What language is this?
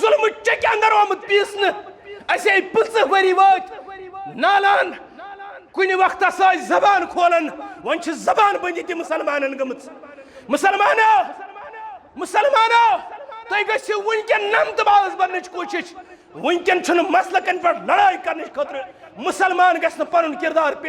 Kashmiri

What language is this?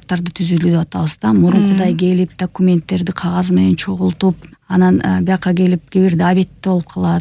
Kyrgyz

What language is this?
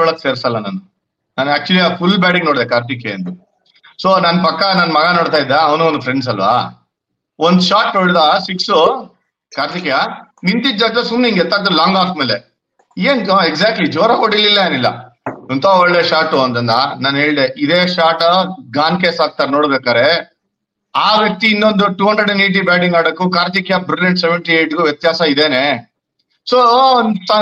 Kannada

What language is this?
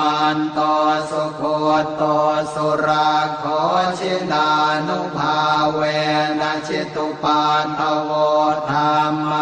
Pali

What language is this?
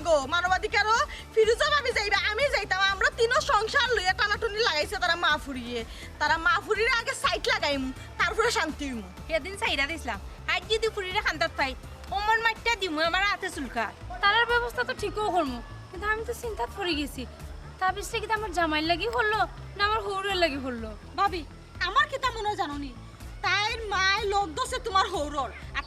Sylheti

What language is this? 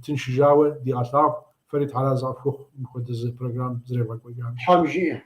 Kabardian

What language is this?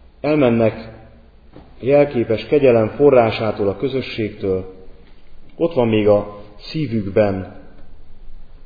Hungarian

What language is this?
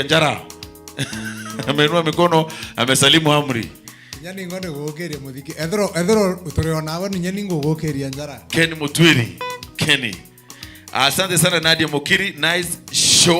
Meru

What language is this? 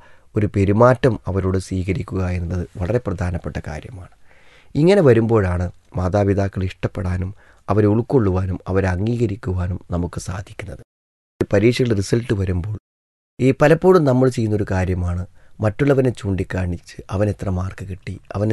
Malayalam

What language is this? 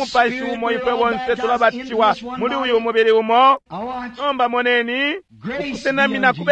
Bemba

